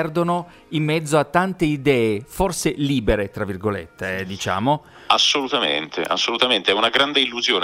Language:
Italian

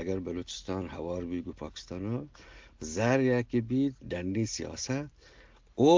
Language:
Eastern Balochi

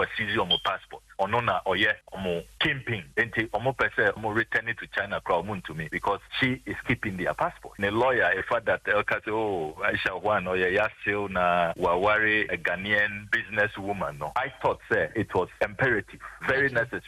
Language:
Akan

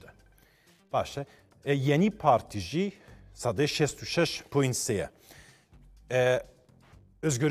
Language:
Kurdish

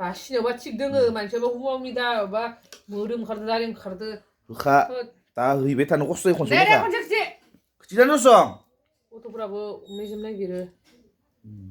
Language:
Bodo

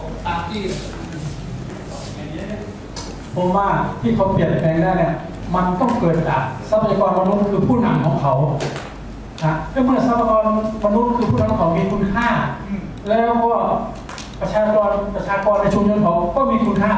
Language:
Thai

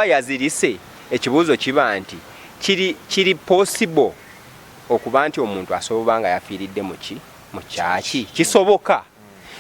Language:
Ganda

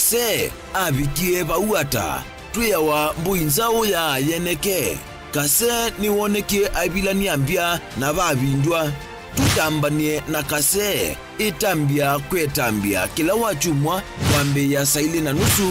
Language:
Kamba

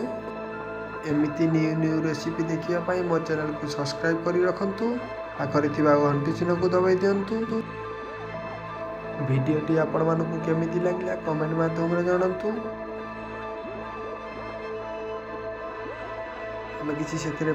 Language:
Odia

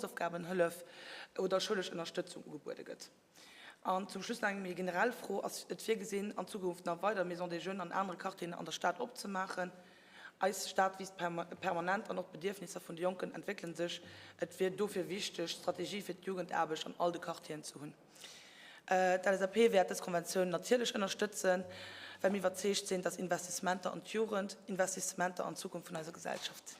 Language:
Luxembourgish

